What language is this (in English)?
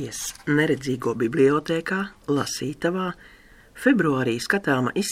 Latvian